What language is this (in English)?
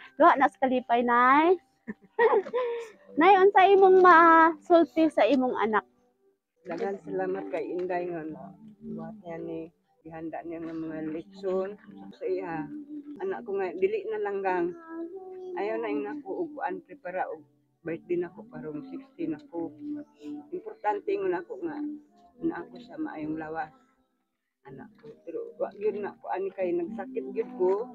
Cebuano